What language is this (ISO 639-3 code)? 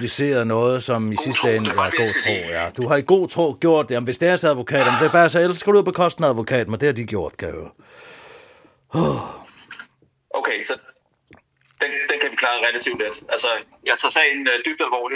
dan